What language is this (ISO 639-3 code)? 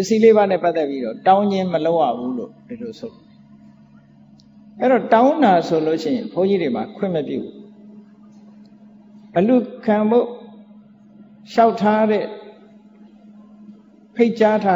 mya